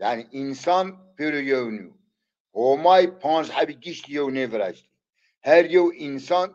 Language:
Zaza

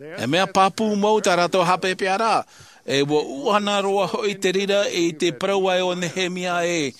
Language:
Tahitian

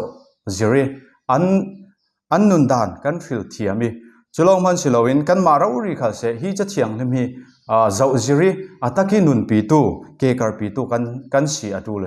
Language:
Falam Chin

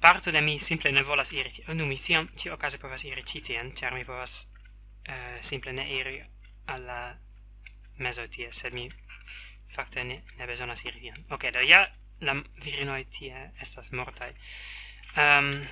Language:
Esperanto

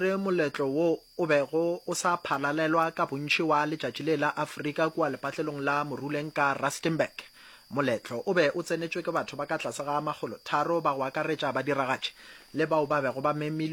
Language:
Northern Sotho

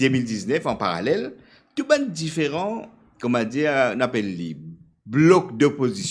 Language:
Morisyen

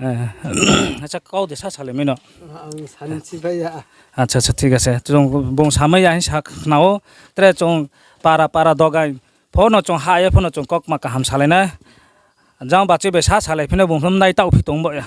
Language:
Riang (India)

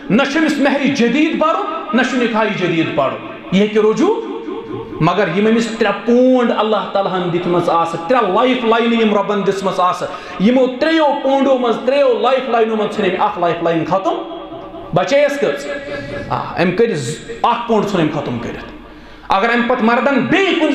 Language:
Kashmiri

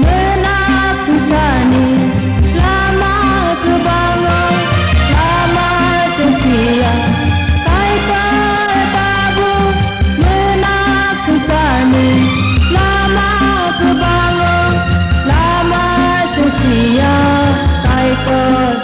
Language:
Kok Borok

